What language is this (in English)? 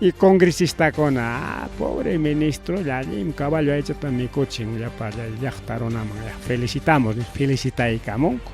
Ayacucho Quechua